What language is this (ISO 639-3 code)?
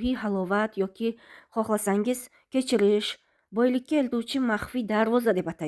uzb